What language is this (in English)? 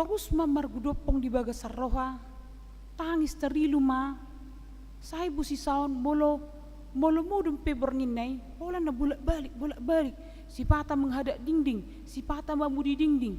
Batak Toba